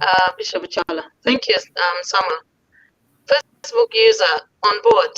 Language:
Acoli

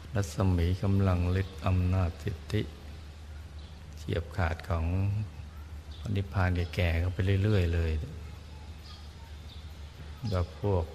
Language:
Thai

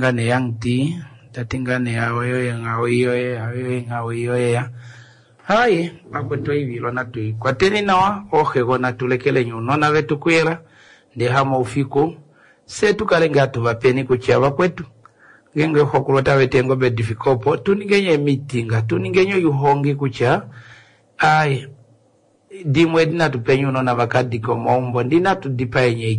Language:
Kuanyama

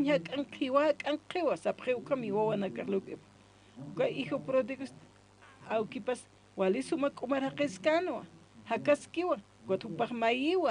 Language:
Aymara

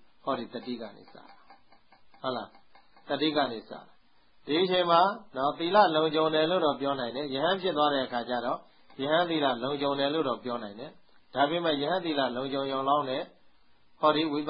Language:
Burmese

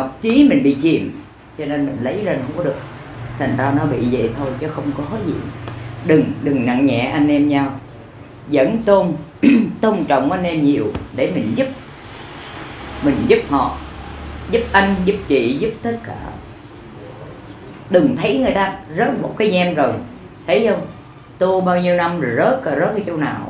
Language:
Vietnamese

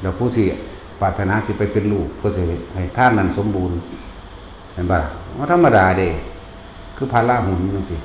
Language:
Northeastern Thai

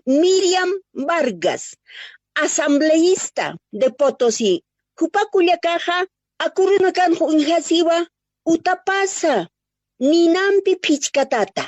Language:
Aymara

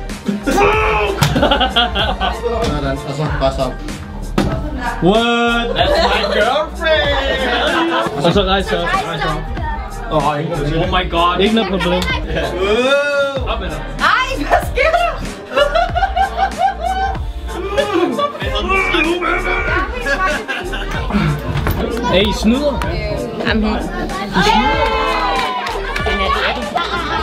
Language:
Danish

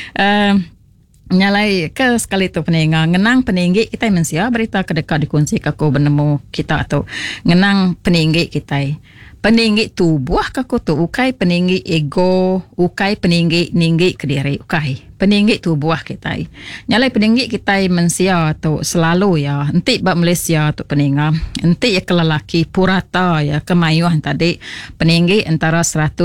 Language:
Iban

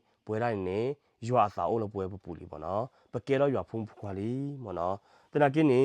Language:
S'gaw Karen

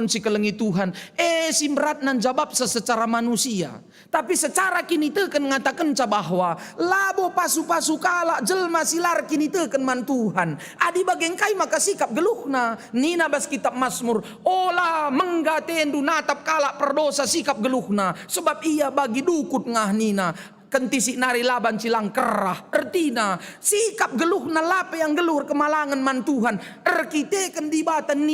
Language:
Batak Karo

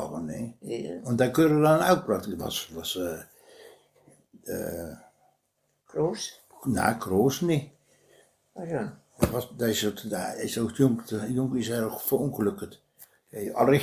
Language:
Westphalien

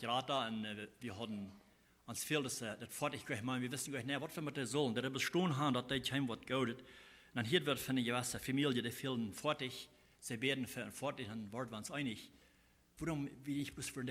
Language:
Plautdietsch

